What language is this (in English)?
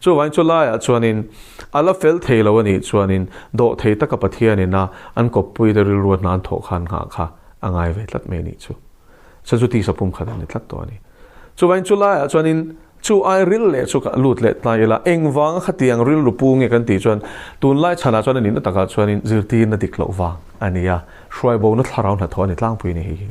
Mizo